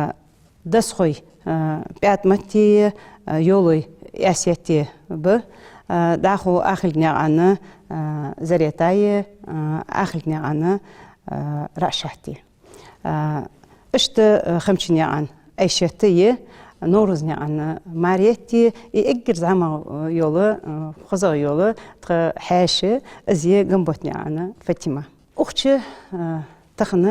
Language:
Ingush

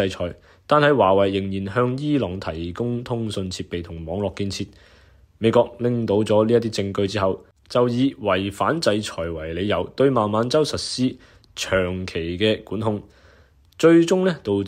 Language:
Cantonese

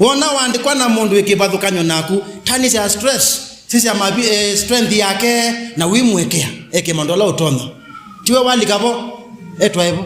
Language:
Kamba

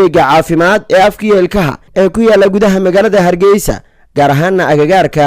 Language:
Somali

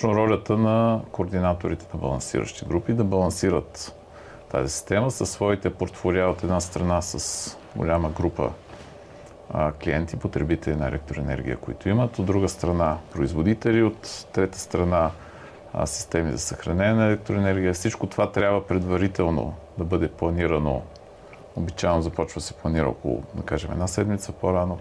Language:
Bulgarian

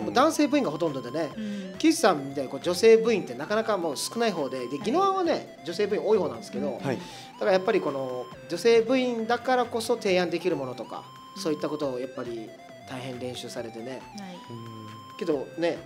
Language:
Japanese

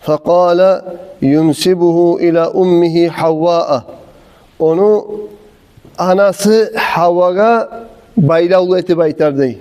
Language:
Kumyk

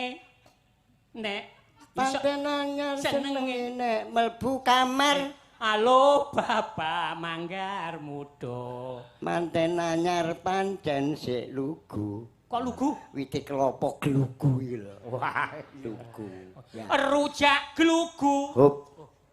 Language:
Javanese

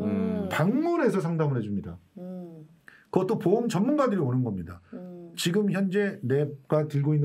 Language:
Korean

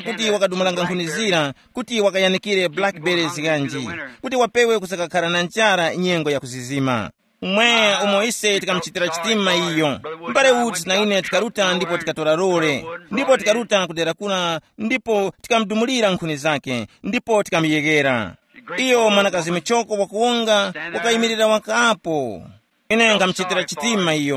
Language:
Tumbuka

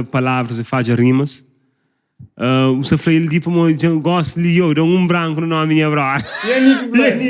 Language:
Kabuverdianu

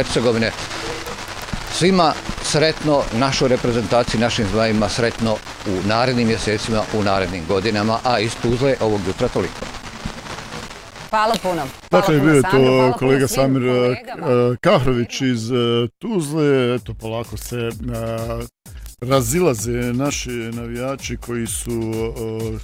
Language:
Bosnian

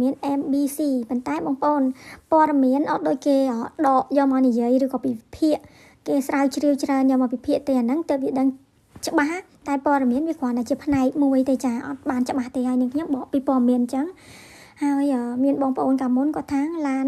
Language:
Khmer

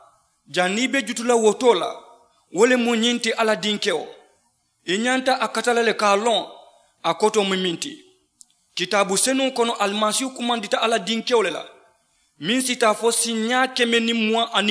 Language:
Mandingo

